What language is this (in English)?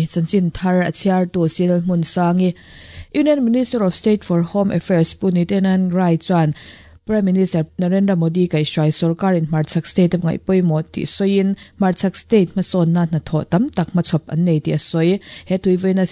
Mizo